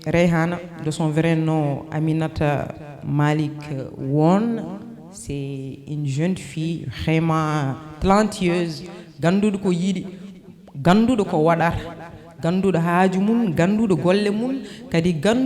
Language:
Fula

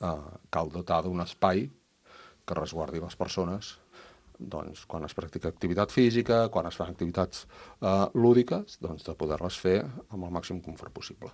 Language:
Catalan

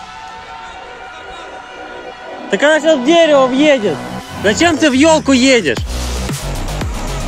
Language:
Russian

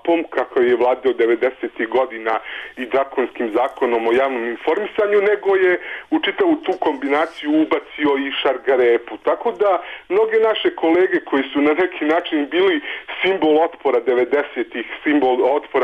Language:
Serbian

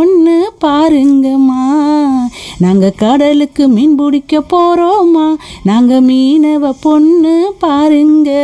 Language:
Tamil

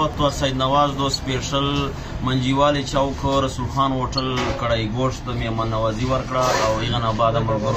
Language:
Pashto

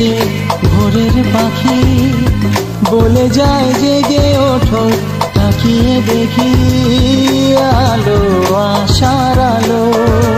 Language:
Bangla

